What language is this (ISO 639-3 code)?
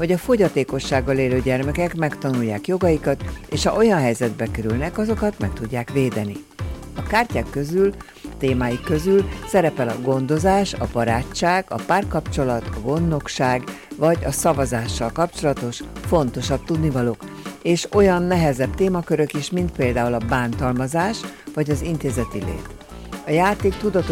hun